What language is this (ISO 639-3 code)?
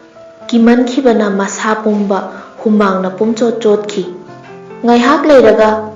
mni